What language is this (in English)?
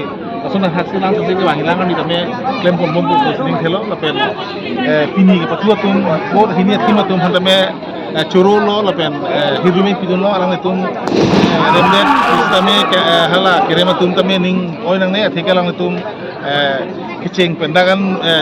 Karbi